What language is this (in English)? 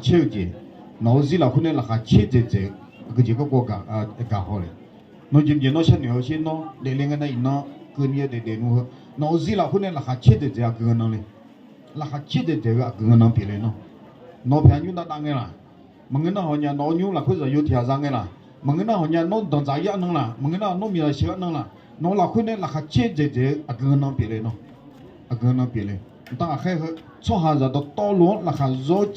Akha